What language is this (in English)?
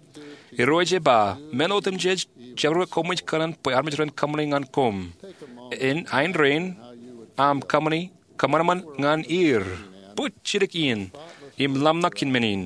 Marshallese